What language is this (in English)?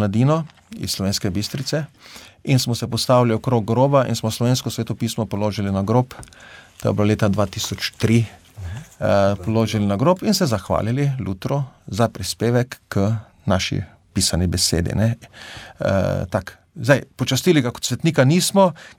Slovenian